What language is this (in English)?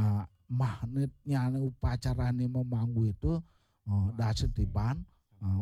Balinese